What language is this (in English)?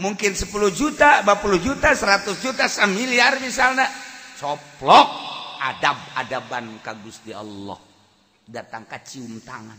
Sundanese